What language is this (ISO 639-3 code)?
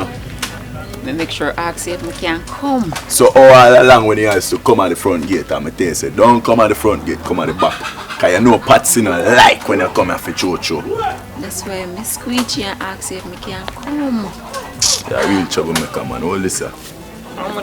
jam